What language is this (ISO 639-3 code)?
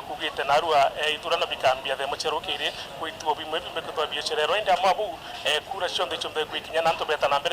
mer